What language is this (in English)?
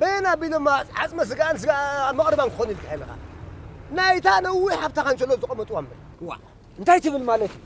Tigrinya